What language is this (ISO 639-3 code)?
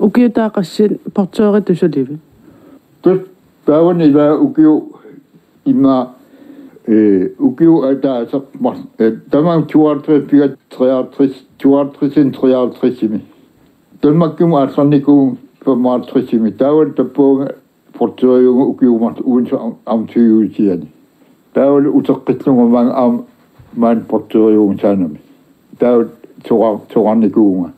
kal